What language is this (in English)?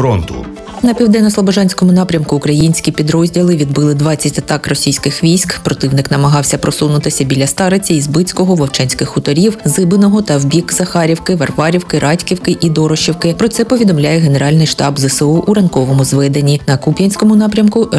Ukrainian